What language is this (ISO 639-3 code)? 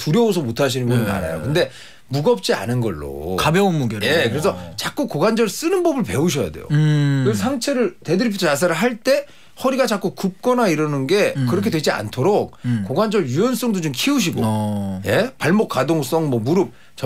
kor